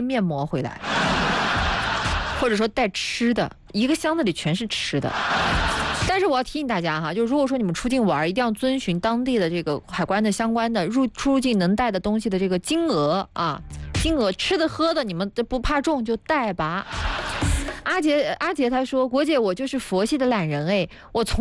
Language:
Chinese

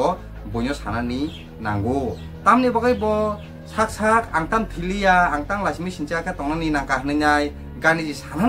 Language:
Kok Borok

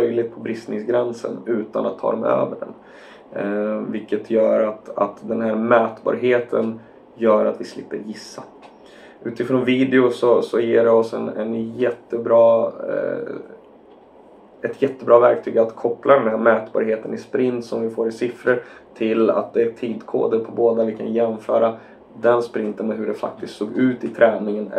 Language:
Swedish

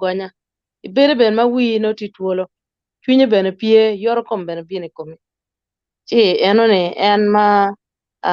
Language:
Acoli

